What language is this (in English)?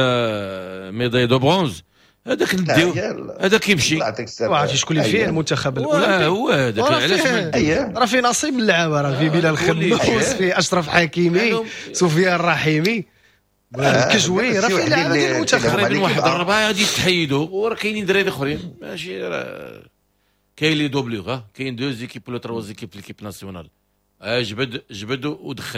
Moroccan Arabic